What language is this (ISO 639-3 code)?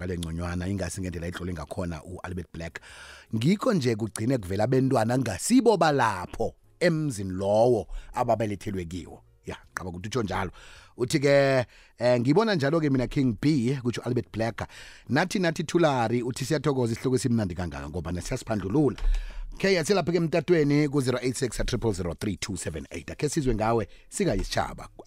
nbl